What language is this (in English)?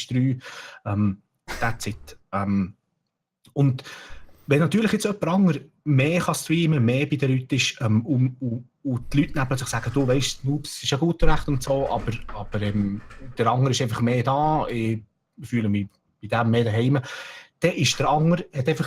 Swiss German